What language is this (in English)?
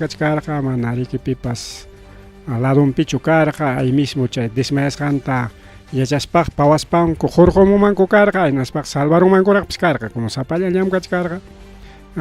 Ayacucho Quechua